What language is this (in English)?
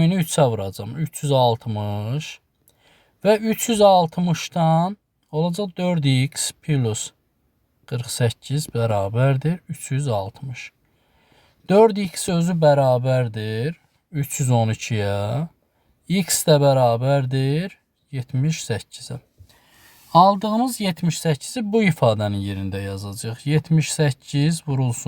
Azerbaijani